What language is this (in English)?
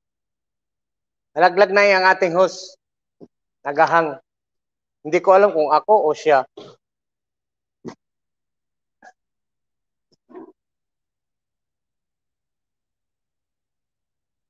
Filipino